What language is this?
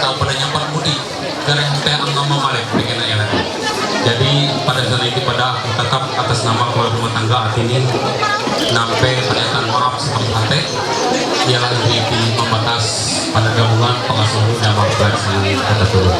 Ma'anyan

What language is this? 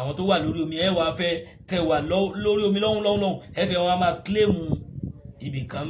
Yoruba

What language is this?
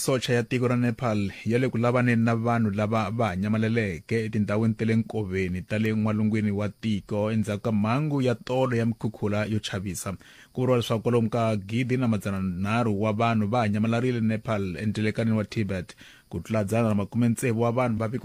Tsonga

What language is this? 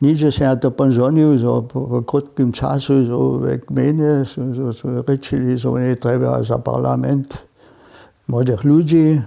Upper Sorbian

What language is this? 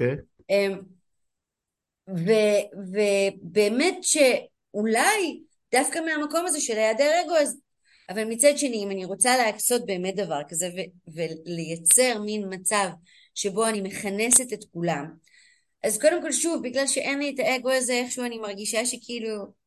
Hebrew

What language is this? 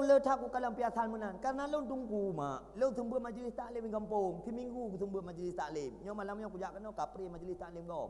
Achinese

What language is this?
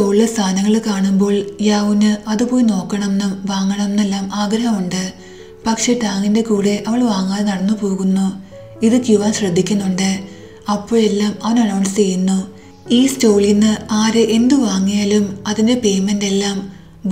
Malayalam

